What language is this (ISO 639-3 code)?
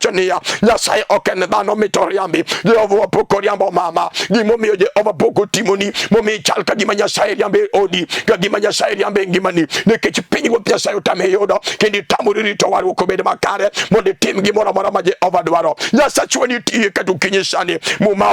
luo